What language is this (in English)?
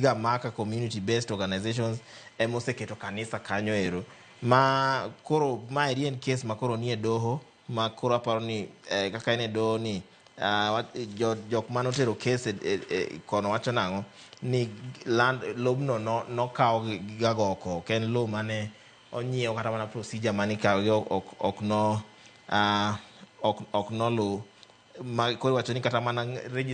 Luo (Kenya and Tanzania)